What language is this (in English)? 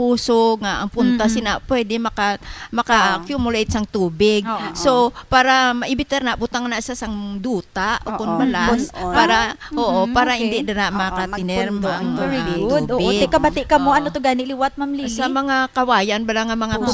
Hiligaynon